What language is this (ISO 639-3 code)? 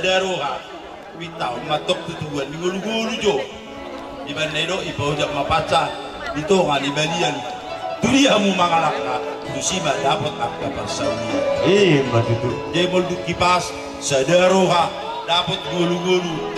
bbc